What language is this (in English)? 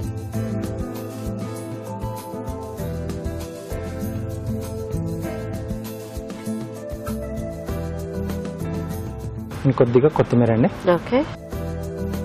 Telugu